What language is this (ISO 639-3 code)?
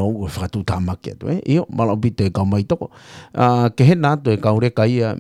ton